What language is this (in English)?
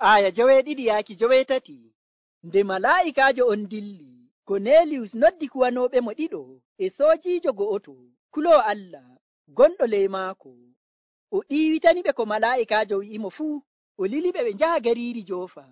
Nigerian Fulfulde